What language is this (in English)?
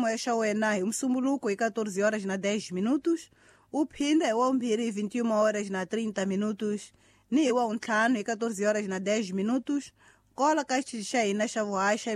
Tsonga